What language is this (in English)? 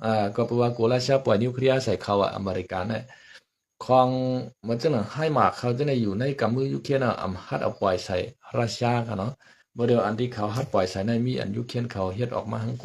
Shan